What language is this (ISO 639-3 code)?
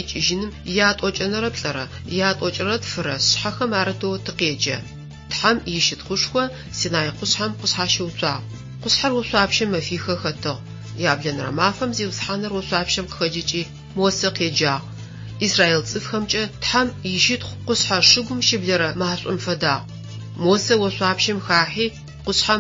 ady